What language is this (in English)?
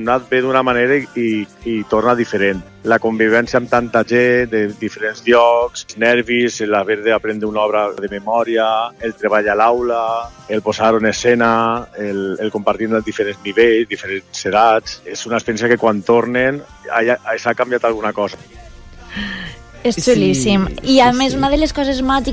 Catalan